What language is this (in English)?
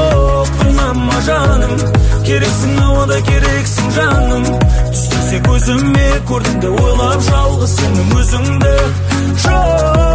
Kazakh